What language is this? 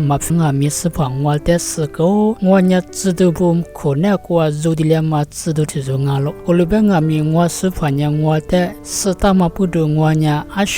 Lisu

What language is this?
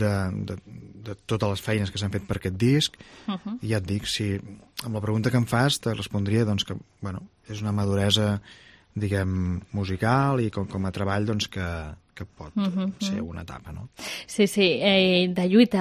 Catalan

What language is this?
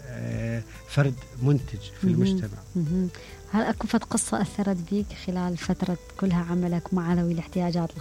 Mesopotamian Arabic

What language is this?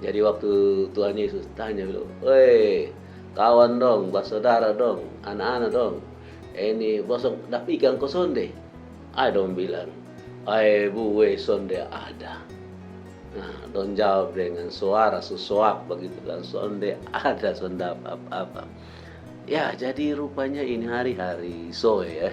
Kupang Malay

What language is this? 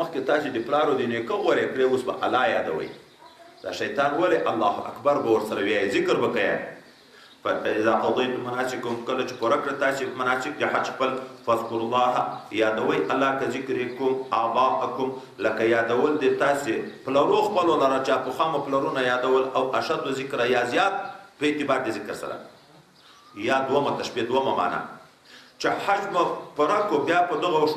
Pashto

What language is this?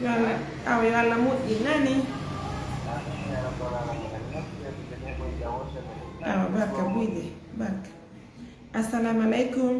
Fula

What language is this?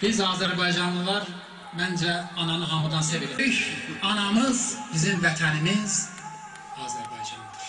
South Azerbaijani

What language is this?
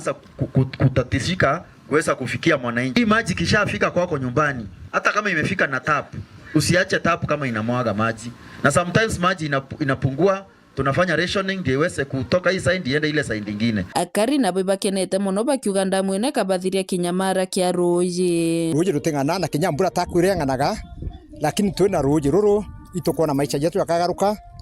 Meru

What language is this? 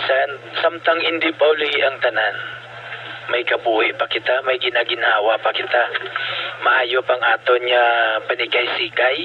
Hiligaynon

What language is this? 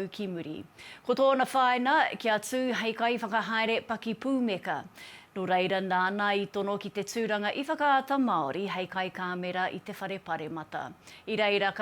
Māori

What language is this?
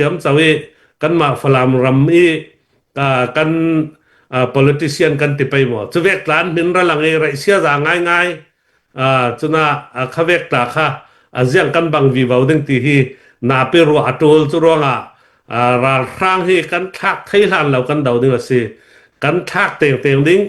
Falam Chin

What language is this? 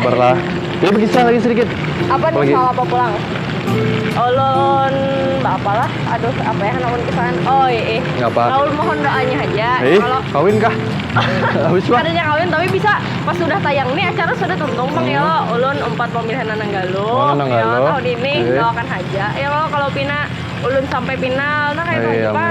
Banjar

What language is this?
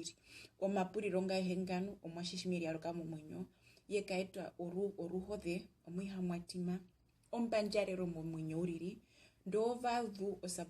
Herero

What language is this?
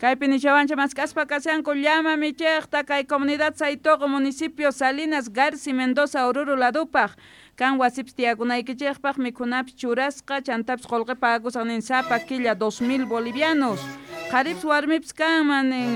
South Bolivian Quechua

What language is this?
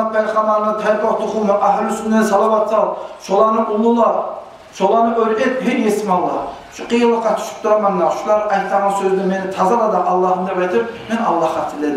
Kumyk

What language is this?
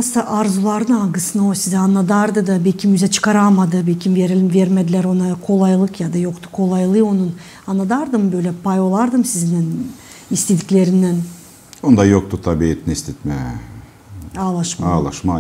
Gagauz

